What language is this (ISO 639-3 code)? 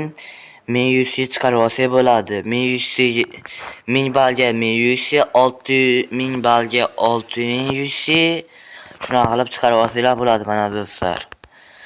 uzb